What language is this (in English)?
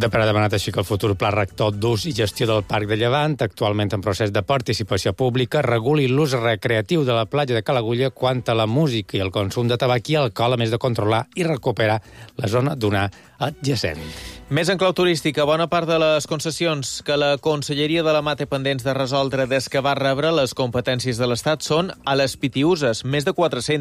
Catalan